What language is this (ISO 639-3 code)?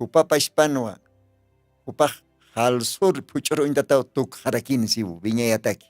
aym